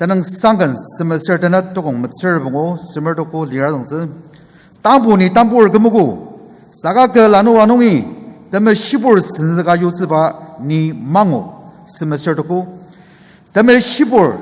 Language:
Ao Naga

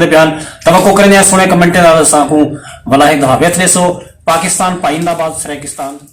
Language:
Saraiki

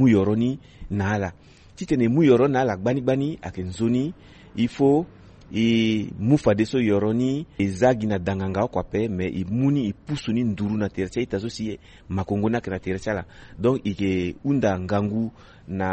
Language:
Sango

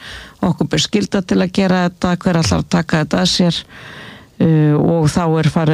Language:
Icelandic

